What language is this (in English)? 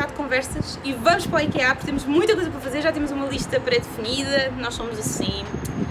Portuguese